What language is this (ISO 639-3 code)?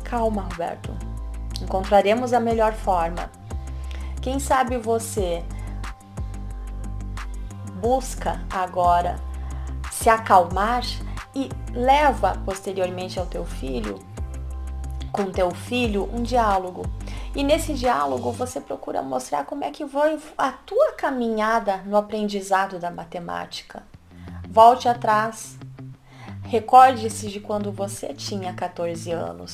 por